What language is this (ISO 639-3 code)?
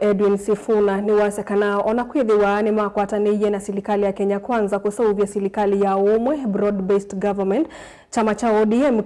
kam